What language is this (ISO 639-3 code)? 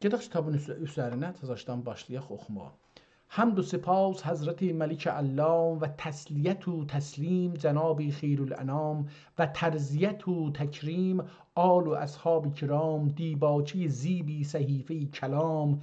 azb